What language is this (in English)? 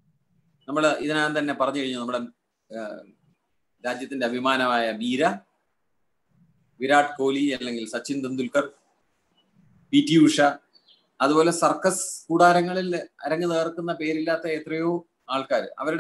Malayalam